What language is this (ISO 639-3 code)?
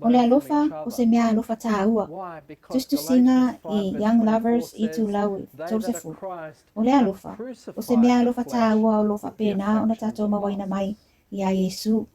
smo